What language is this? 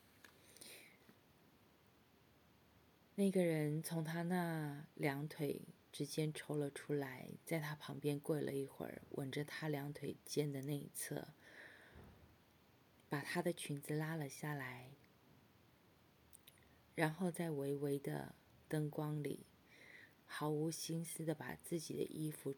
Chinese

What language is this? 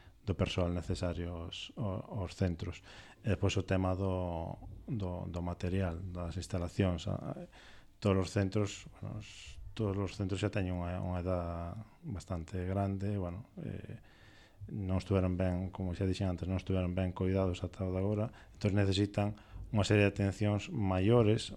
Galician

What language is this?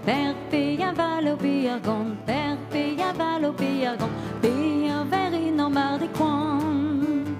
Breton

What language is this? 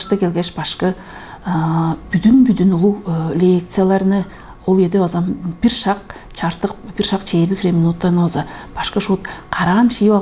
Tuvinian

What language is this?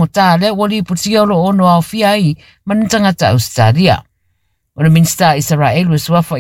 Samoan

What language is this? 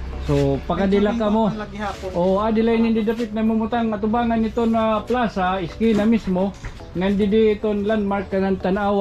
Waray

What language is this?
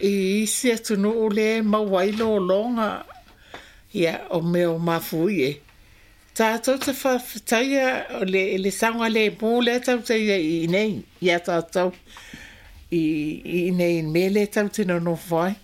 Samoan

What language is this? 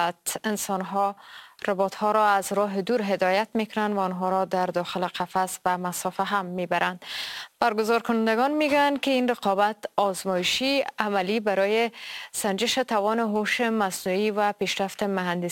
Persian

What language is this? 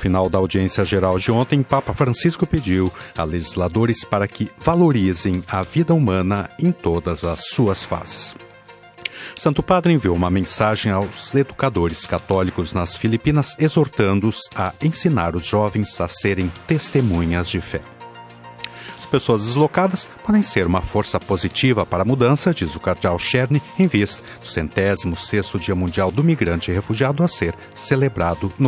Portuguese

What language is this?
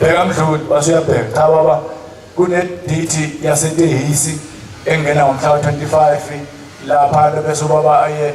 Zulu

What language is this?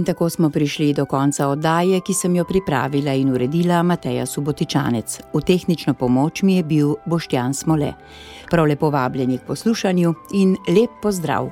Slovenian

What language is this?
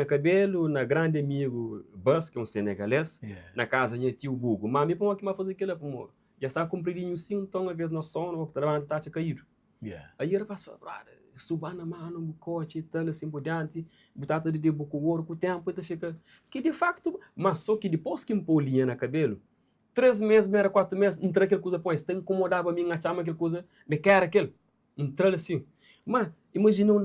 Kabuverdianu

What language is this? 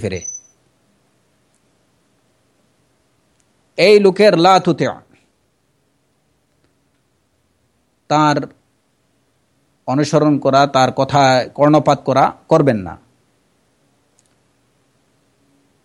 Bangla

